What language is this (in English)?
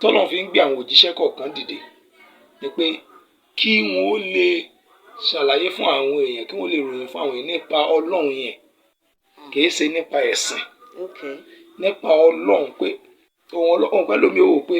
Yoruba